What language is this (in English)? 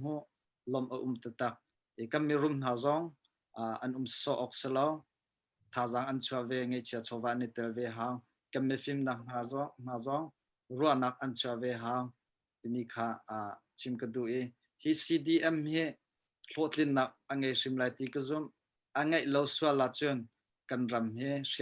Hakha Chin